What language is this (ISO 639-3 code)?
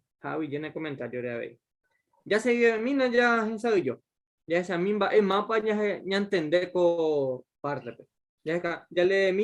grn